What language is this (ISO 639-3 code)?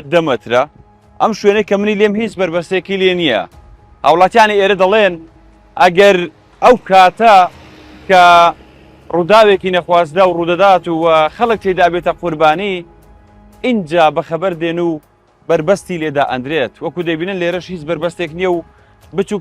ckb